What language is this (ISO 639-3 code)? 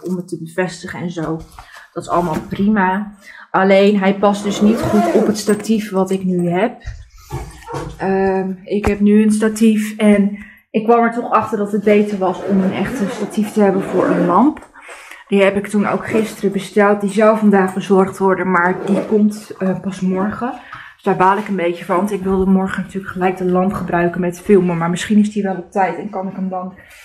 nld